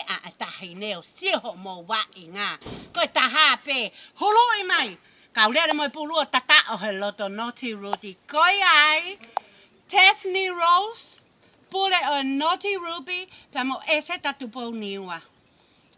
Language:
Tongan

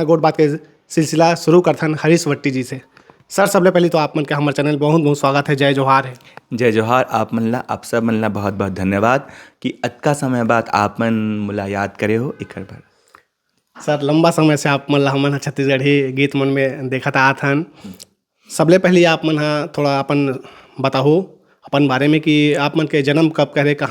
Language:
Chhattisgarhi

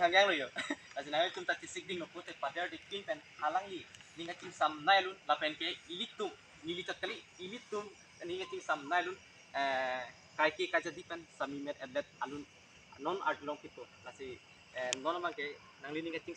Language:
Karbi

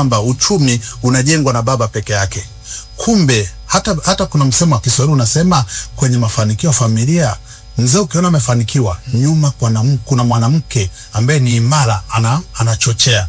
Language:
Swahili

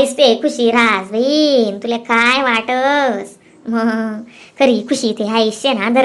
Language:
Khandesi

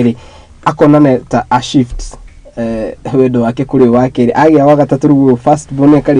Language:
Kikuyu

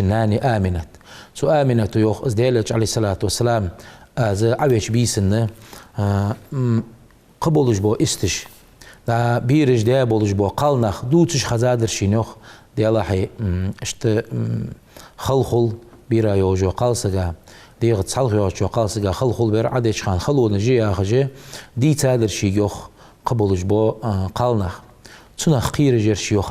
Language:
Ingush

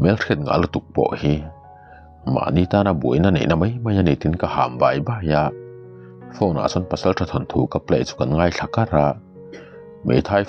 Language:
Mizo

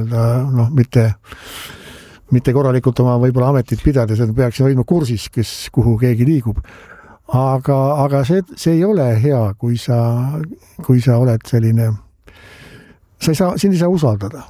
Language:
Estonian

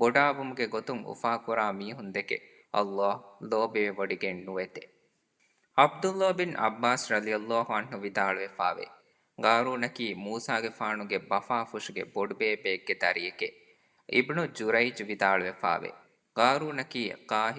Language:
Divehi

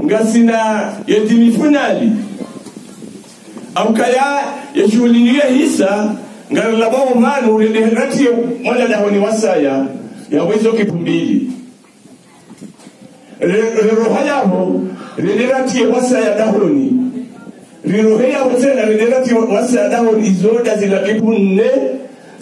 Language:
Ngazidja Comorian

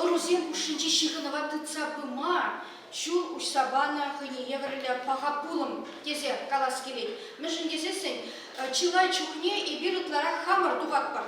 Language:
Chuvash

